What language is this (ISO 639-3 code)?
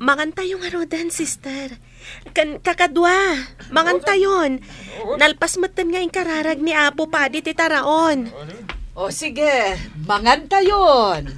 ilo